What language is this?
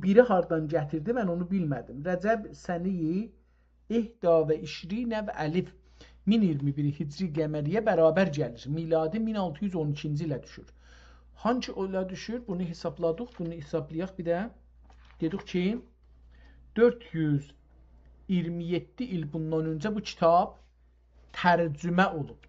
South Azerbaijani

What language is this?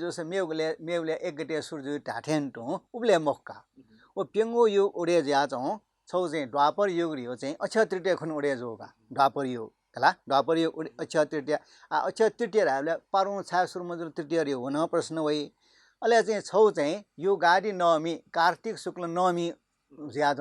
Newari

